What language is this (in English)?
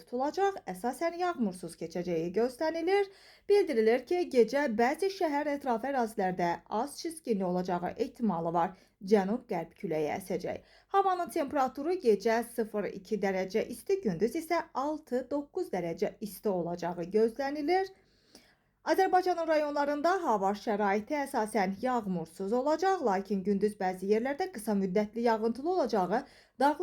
Azerbaijani